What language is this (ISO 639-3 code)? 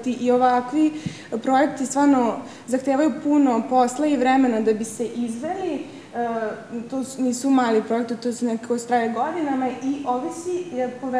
srp